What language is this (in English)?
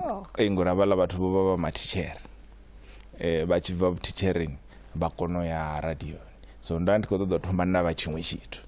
Venda